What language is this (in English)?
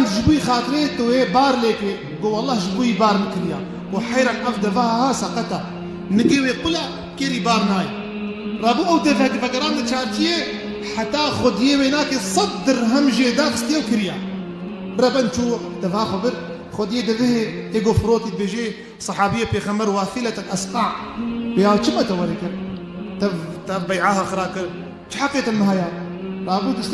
Kurdish